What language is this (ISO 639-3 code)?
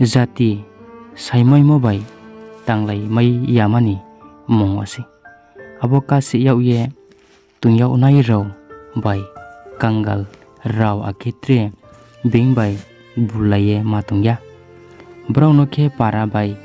ria